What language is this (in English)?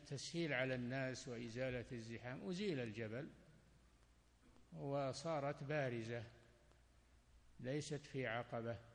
Arabic